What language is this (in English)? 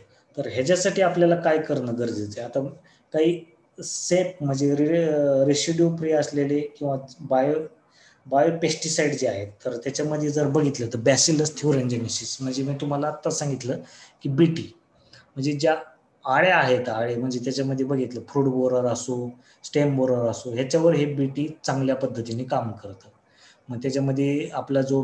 Marathi